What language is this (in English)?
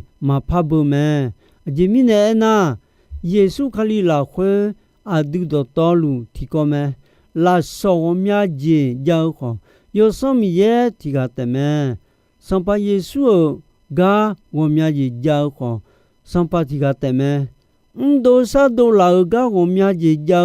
Akha